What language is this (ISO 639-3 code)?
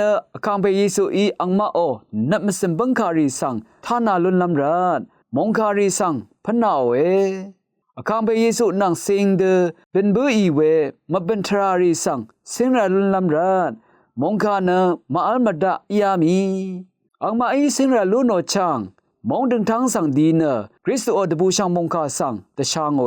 raw